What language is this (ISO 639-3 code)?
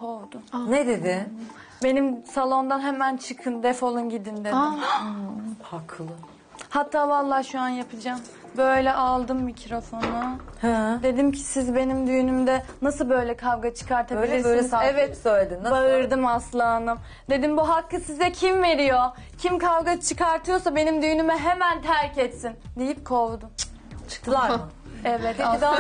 tur